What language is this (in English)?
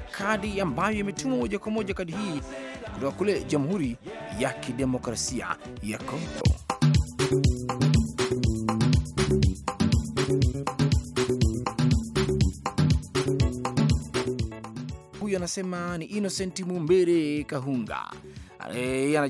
Swahili